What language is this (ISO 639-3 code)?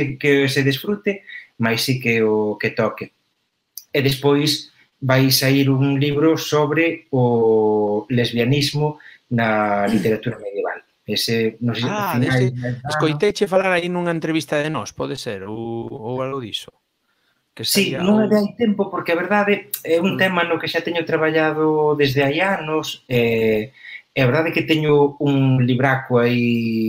glg